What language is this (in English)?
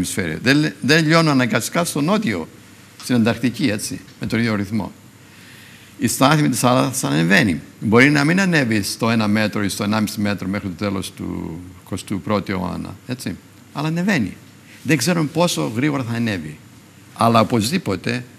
Greek